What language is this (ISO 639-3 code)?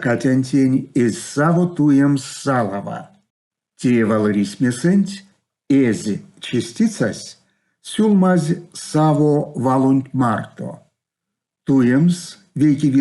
myv